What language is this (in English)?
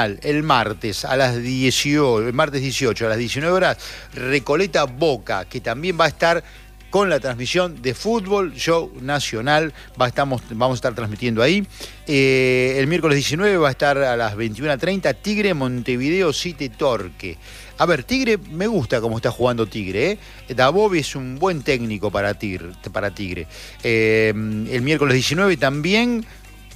Spanish